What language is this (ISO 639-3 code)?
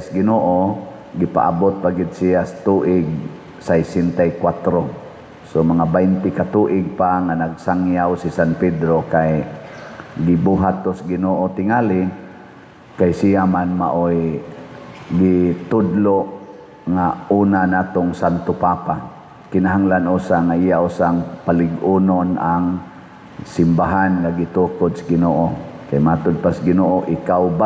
ceb